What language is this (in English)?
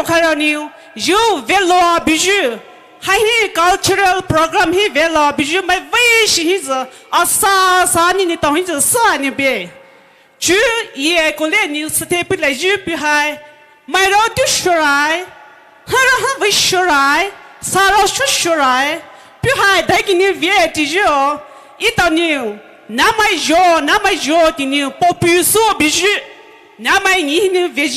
Poumei Naga